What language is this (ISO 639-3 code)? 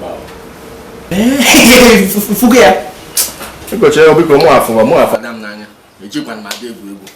ibo